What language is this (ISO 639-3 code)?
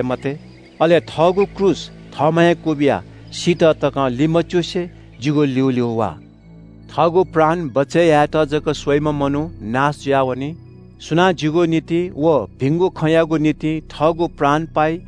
new